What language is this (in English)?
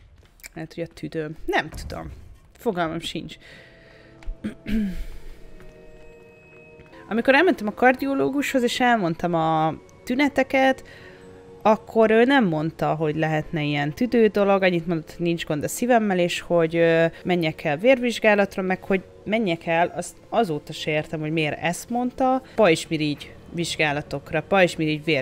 Hungarian